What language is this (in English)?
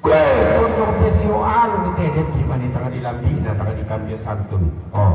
Toraja-Sa'dan